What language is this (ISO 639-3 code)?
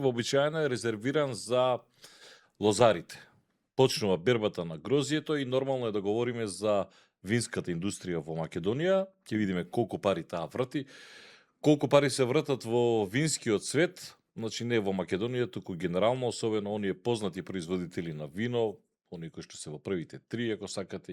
mkd